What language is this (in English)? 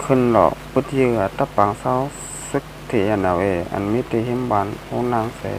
Shan